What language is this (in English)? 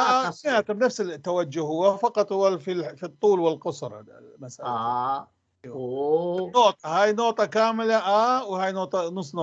North Levantine Arabic